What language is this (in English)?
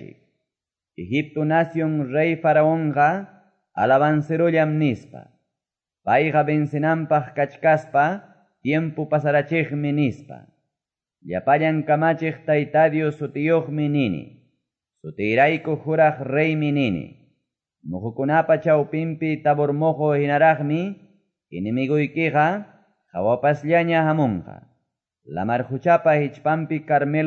Quechua